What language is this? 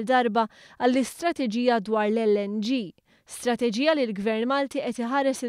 Maltese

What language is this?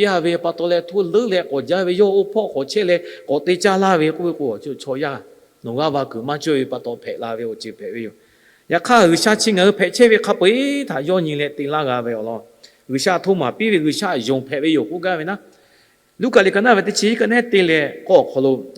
Lahu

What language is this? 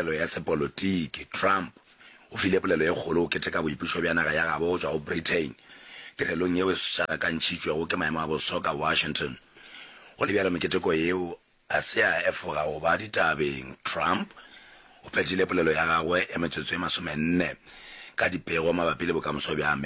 Northern Sotho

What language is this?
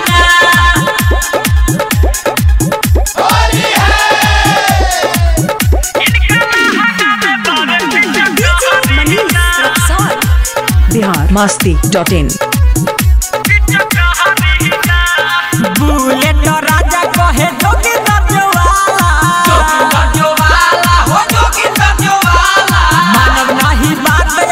Bhojpuri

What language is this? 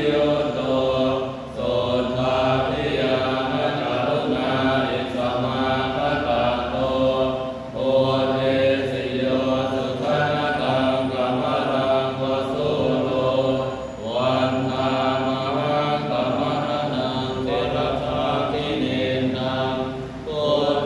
Pali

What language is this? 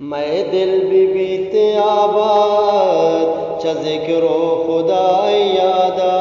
Eastern Balochi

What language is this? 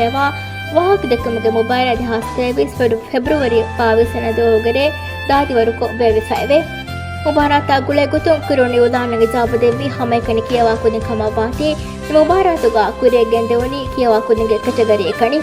Divehi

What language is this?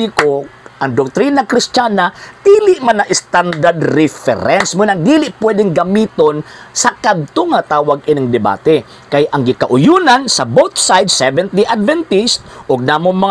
Cebuano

